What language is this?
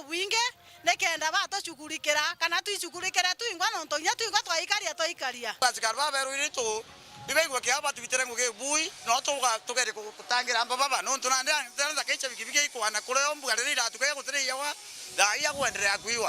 Meru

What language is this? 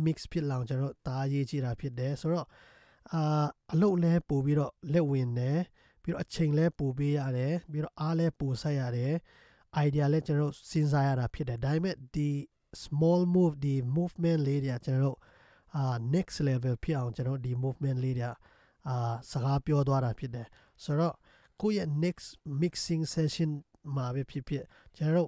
Burmese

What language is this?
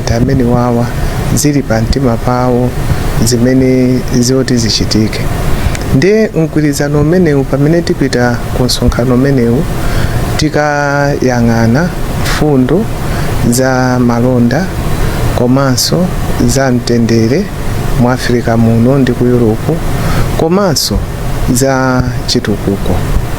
Nyanja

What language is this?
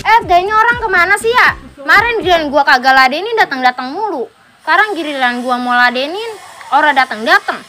Betawi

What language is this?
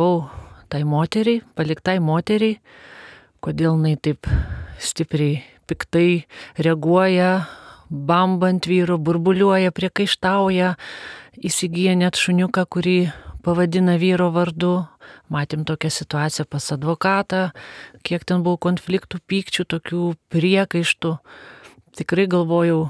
Lithuanian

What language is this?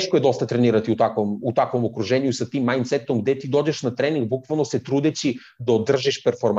Serbian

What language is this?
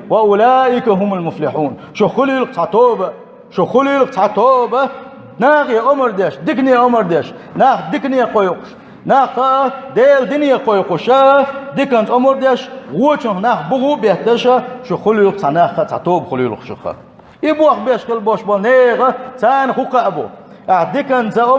Chechen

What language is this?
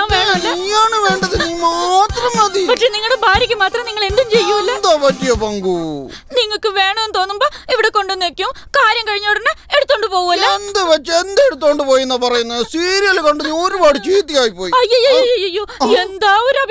Malayalam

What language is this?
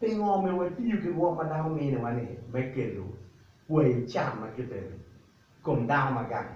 Acoli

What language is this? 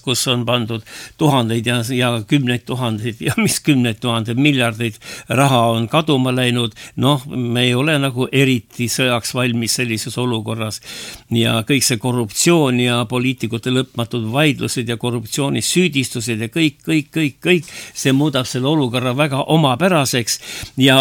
Estonian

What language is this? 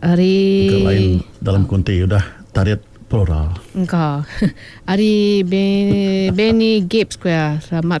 Iban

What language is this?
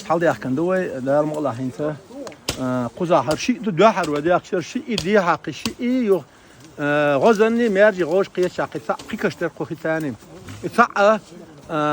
Chechen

